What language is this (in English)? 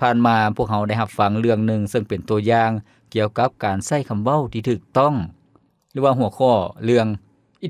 Lao